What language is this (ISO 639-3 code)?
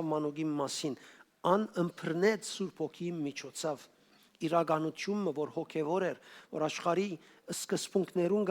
hyw